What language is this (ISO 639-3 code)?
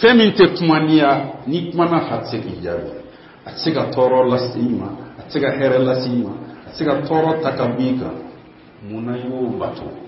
bam